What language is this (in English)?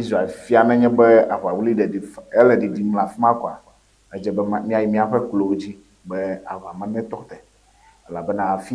Ewe